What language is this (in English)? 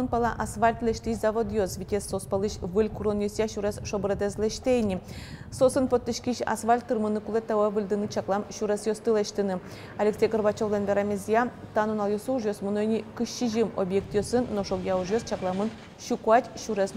Udmurt